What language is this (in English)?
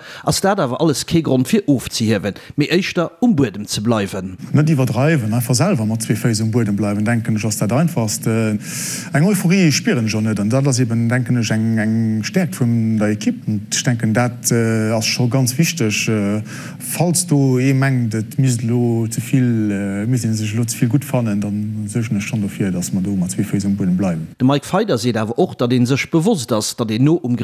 Luxembourgish